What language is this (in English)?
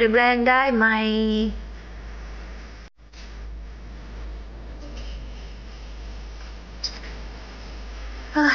Thai